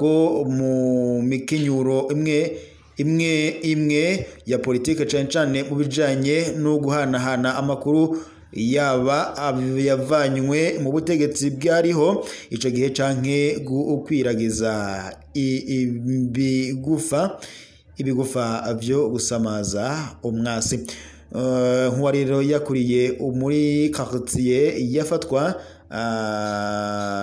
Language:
Rundi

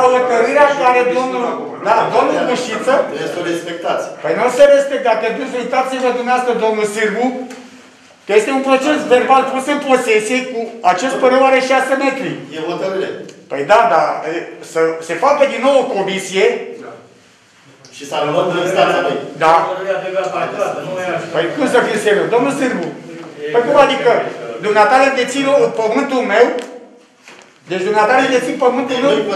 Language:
Romanian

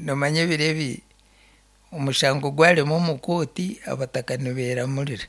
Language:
Nyankole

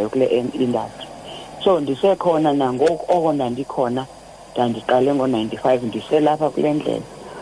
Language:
Xhosa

